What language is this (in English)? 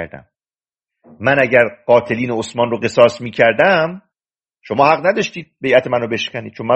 Persian